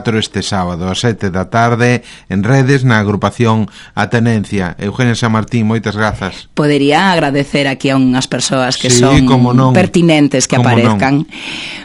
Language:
Galician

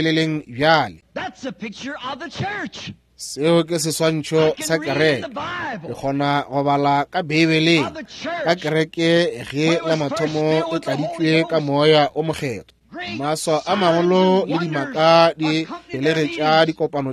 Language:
Northern Sotho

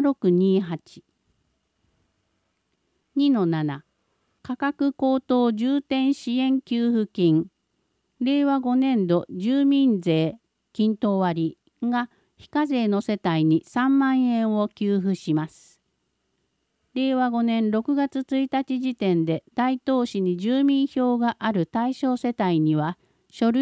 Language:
Japanese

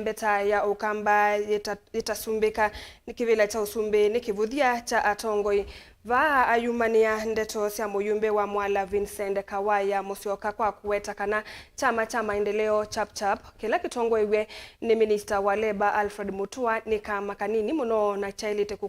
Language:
Kamba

